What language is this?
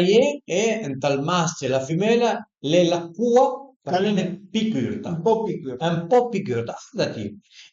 Piedmontese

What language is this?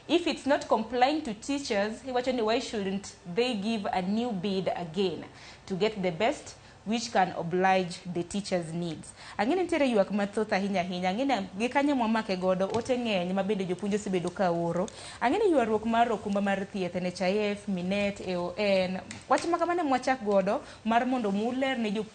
Luo (Kenya and Tanzania)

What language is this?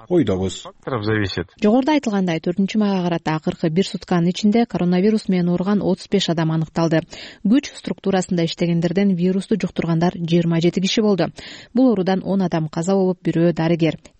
Kyrgyz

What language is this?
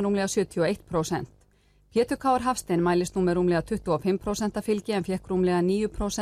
Icelandic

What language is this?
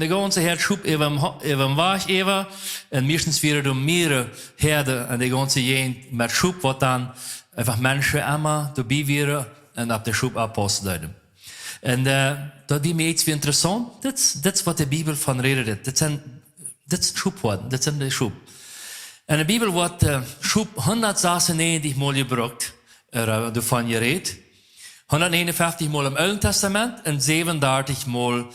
Plautdietsch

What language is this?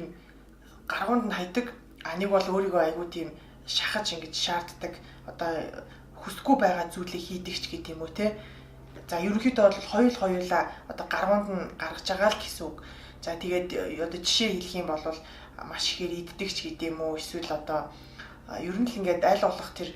Mongolian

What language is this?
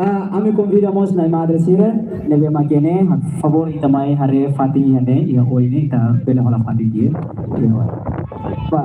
Tetum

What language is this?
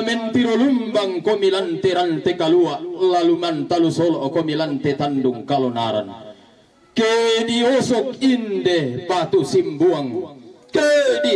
Toraja-Sa'dan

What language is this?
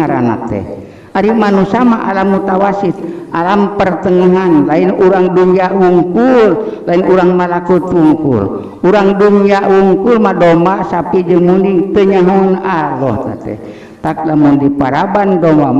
Sundanese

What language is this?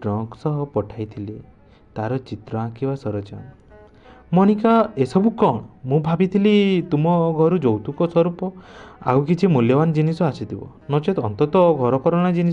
Odia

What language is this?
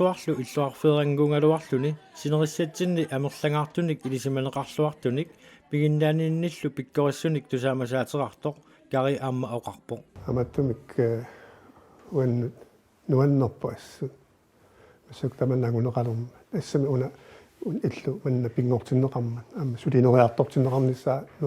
Kalaallisut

